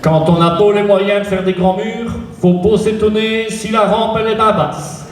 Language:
Picard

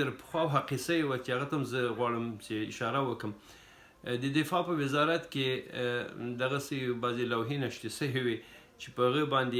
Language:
Pashto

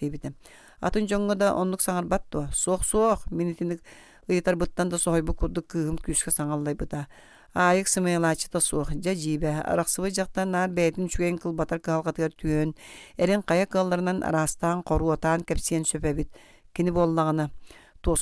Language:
Yakut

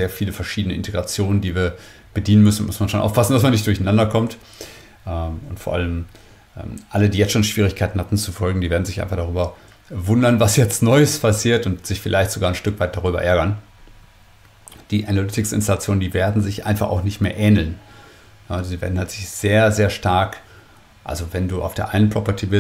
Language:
German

